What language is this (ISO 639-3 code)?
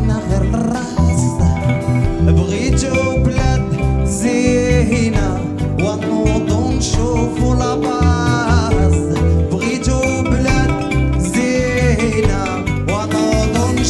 ary